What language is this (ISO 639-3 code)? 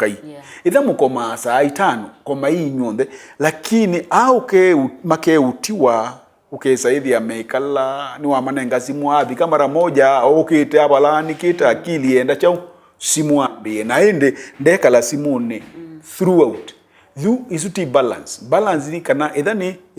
kam